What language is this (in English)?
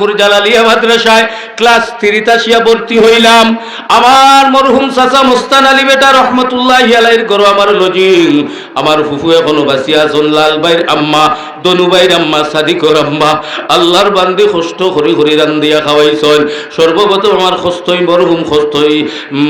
Sylheti